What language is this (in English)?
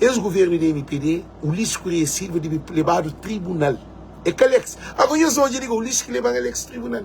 Kabuverdianu